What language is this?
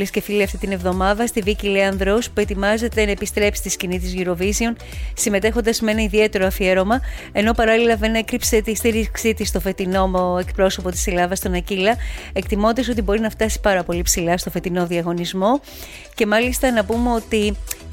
Greek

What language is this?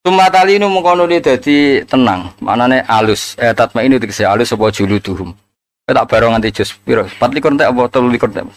Javanese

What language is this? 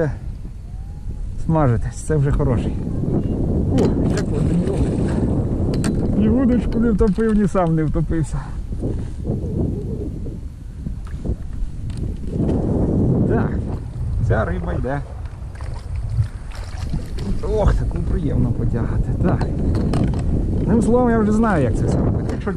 Ukrainian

